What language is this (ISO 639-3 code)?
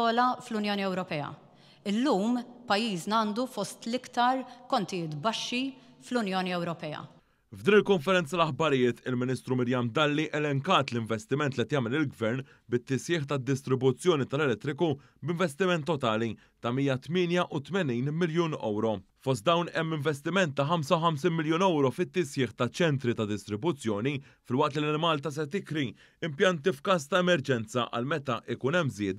mlt